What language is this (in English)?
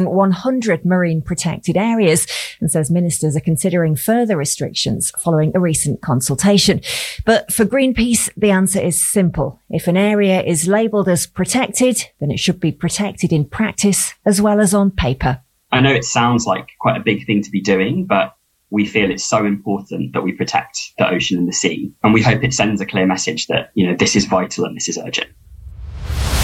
English